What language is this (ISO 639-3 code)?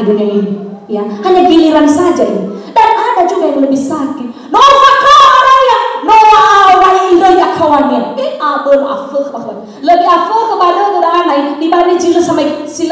nia